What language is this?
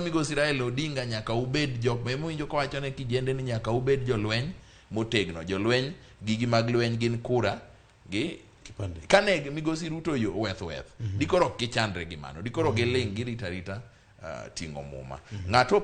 Luo (Kenya and Tanzania)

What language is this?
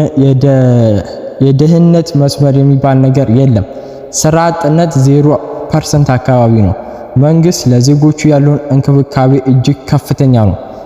Amharic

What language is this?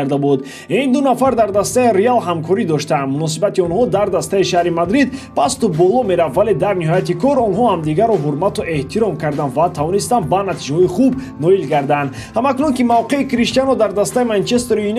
Tajik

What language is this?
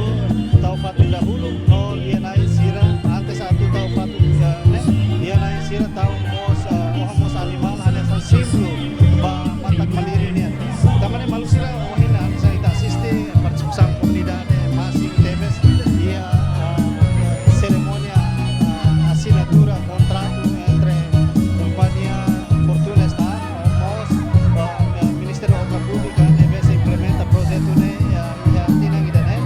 Tetum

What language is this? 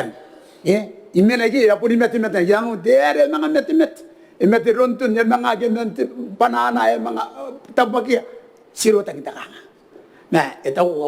Gilbertese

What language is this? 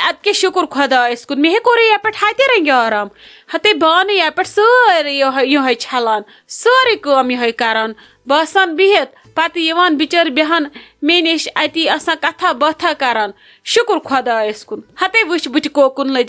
Kashmiri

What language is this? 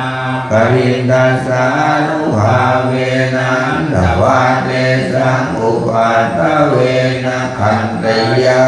Pali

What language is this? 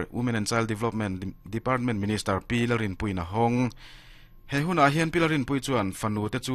Mizo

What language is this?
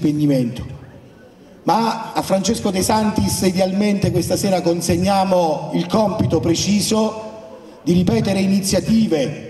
Italian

